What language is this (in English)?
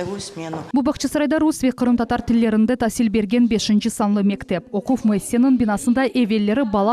Crimean Tatar